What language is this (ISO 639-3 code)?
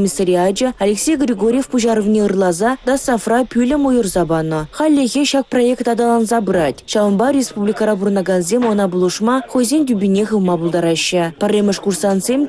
chv